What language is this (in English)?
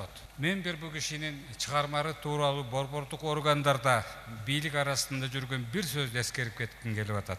Kyrgyz